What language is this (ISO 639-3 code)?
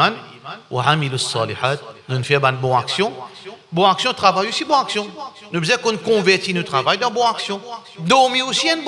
mfe